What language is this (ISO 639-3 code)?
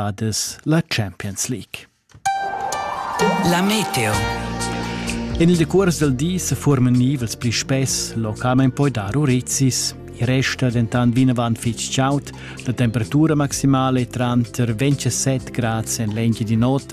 roh